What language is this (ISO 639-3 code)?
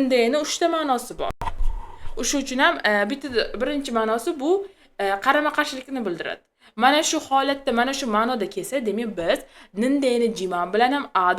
uzb